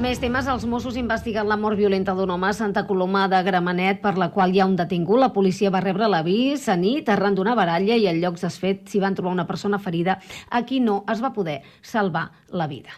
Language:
Catalan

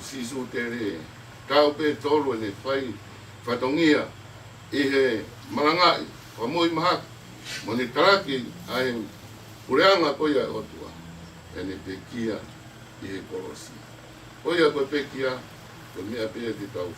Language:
Tongan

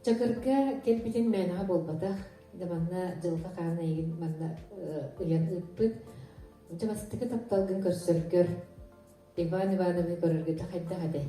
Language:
Yakut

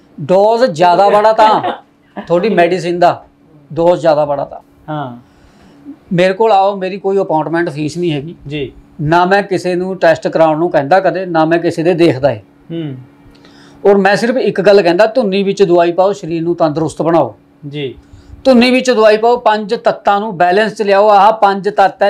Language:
Punjabi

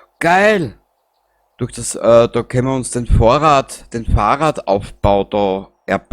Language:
Bavarian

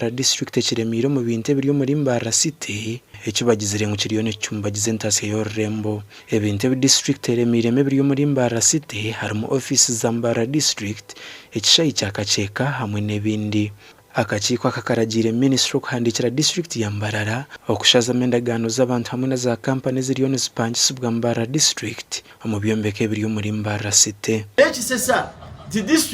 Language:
Nyankole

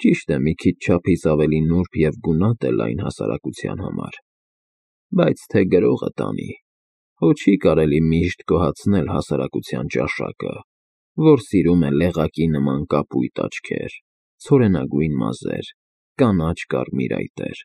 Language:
Armenian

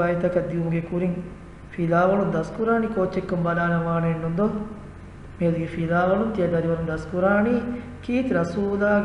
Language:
Divehi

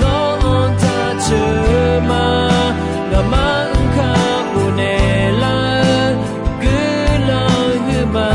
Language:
Akha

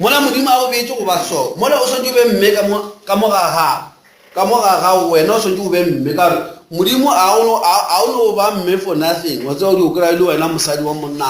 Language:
Northern Sotho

